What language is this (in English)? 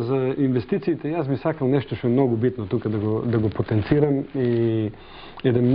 Macedonian